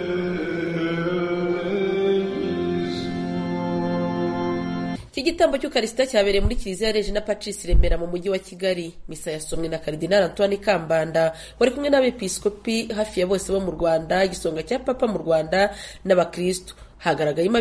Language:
Kinyarwanda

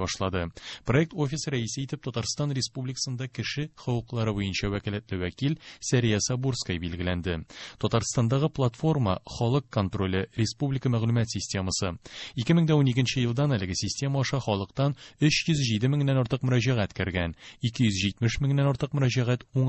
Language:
Tatar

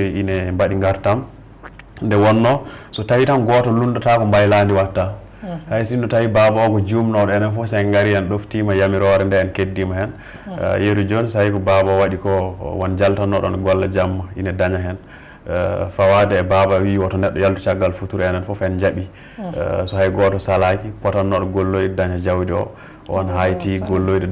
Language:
Fula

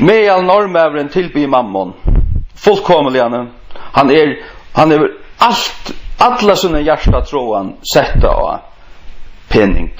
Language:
Faroese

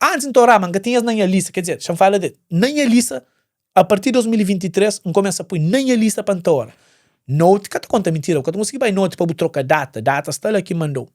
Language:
Kabuverdianu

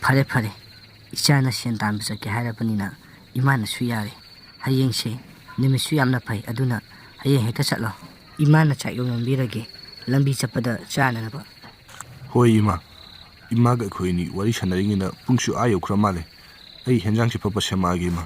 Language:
Manipuri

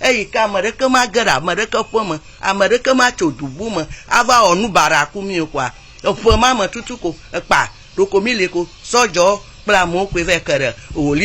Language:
Ewe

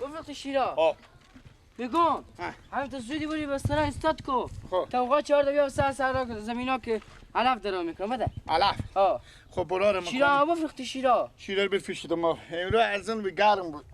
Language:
Persian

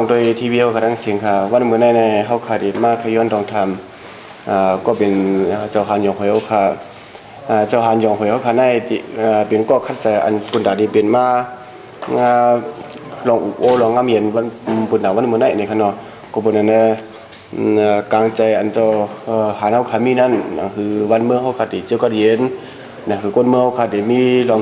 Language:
Shan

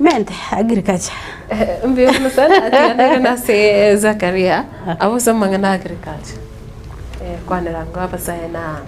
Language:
Gusii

